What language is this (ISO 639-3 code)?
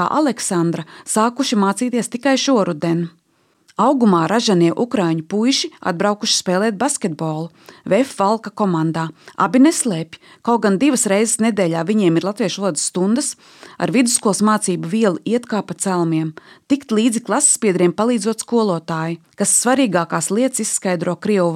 lav